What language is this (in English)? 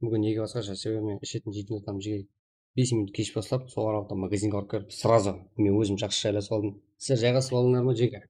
Kara-Kalpak